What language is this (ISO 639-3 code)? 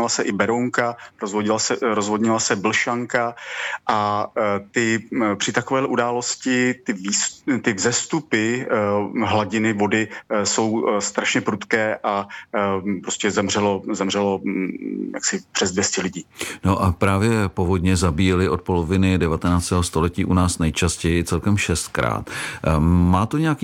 ces